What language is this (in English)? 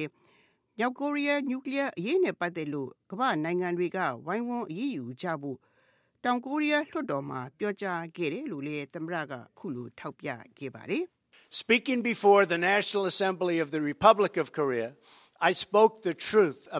Burmese